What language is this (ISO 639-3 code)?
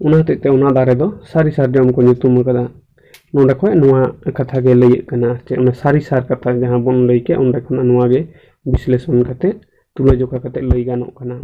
sat